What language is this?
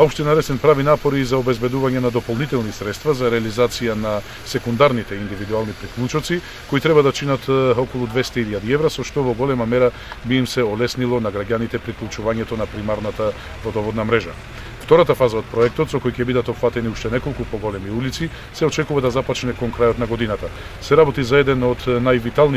Macedonian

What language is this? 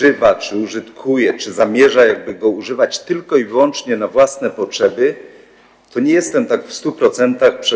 Polish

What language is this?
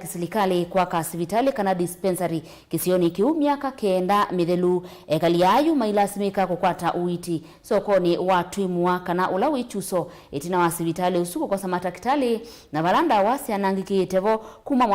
Kamba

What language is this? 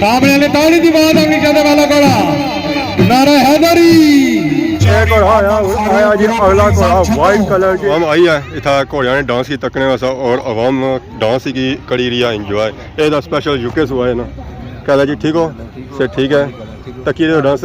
Pahari-Potwari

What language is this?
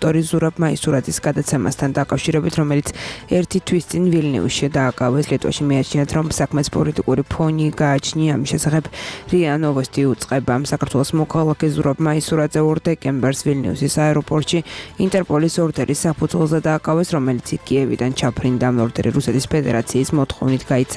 Georgian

